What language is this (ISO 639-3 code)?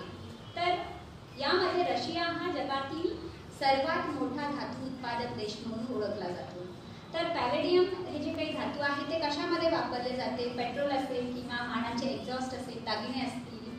mar